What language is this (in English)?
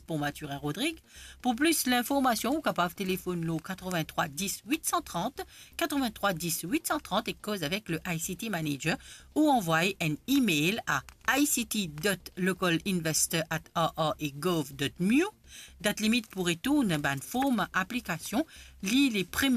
Morisyen